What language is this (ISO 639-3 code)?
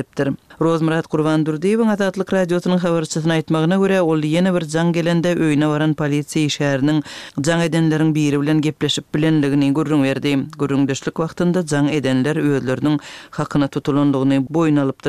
tuk